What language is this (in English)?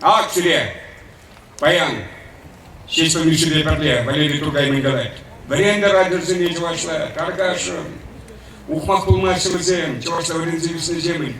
Chuvash